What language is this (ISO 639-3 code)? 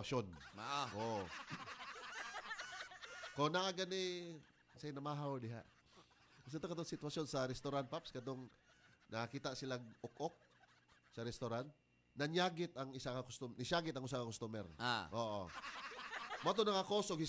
ceb